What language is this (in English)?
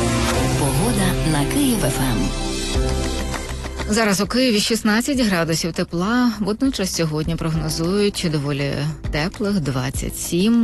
Ukrainian